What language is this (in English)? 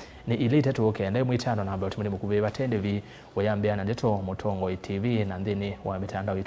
Kamba